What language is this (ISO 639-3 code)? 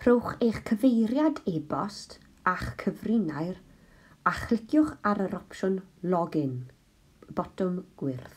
cym